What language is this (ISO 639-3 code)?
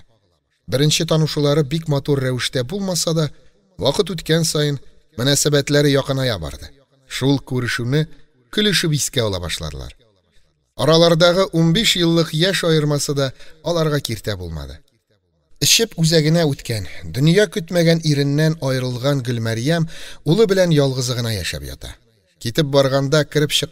tat